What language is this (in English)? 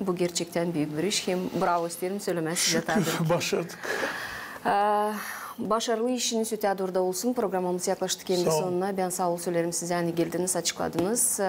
Gagauz